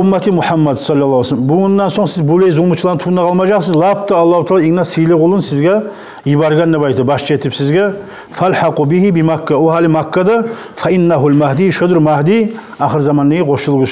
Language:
Kumyk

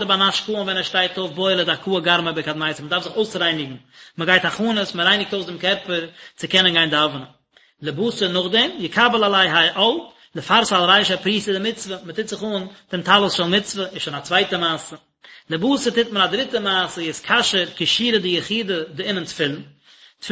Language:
Yiddish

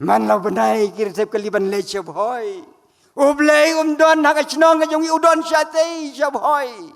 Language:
Khasi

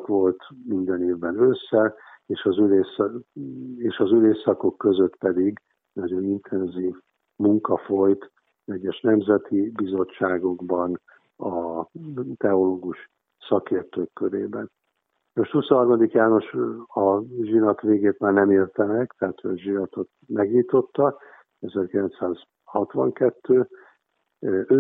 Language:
Hungarian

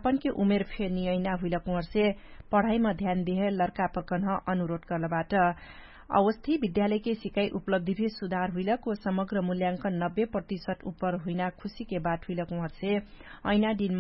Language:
Dangaura Tharu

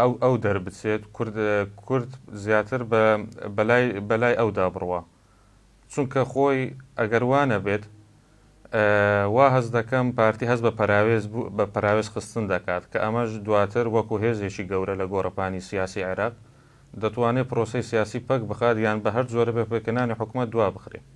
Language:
Central Kurdish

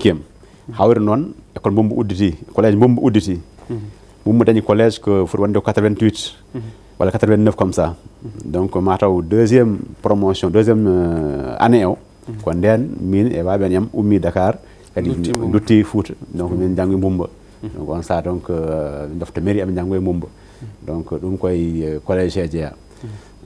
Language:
Fula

